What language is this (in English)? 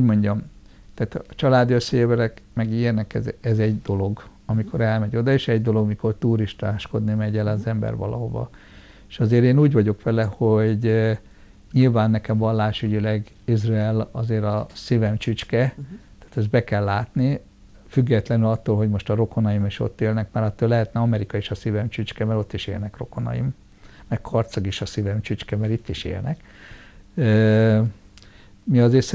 Hungarian